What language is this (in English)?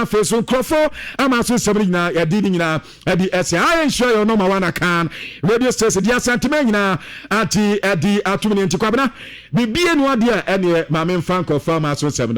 Akan